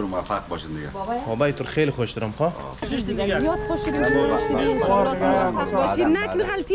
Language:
Persian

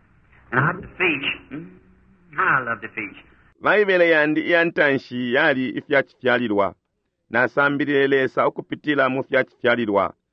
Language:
Bemba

